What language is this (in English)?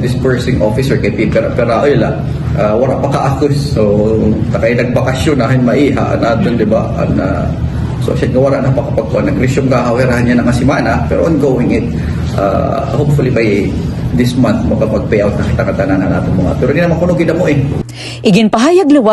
Waray